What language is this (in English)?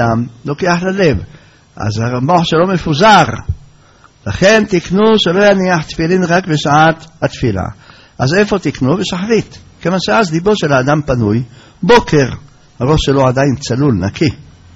Hebrew